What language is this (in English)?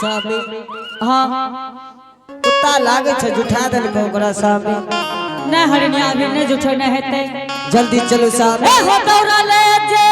Angika